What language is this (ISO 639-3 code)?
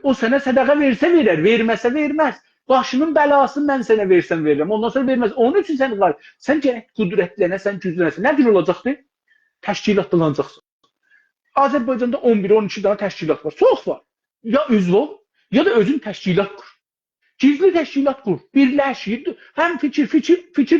azb